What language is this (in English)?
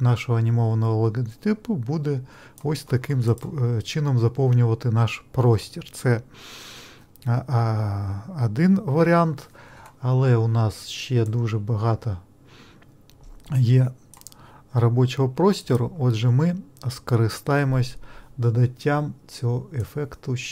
Ukrainian